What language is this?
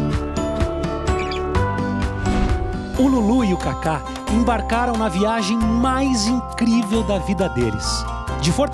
Portuguese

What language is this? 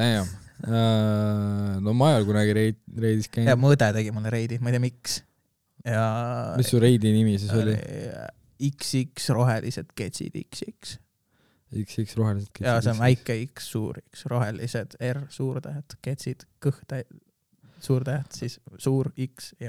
Estonian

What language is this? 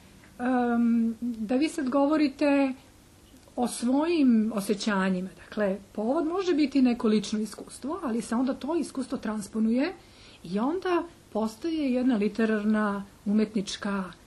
Serbian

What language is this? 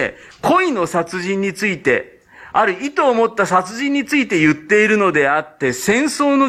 Japanese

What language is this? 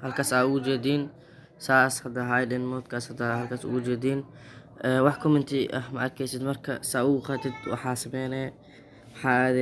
Somali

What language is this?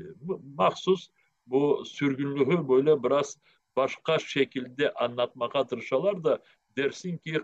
Crimean Tatar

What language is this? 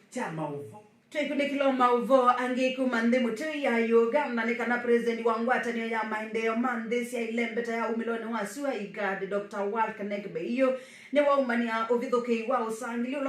Kamba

